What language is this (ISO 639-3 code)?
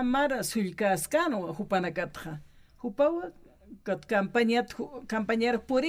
aym